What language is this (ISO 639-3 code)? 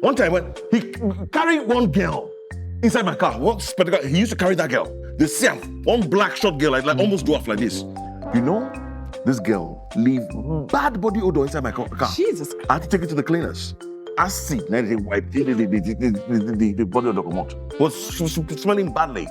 pcm